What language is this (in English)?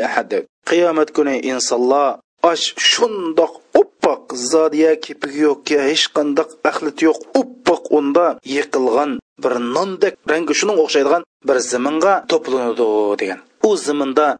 Uyghur